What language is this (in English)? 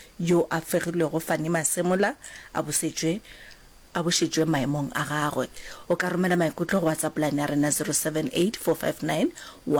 Northern Sotho